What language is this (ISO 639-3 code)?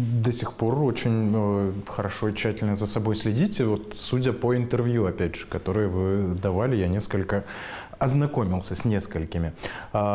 rus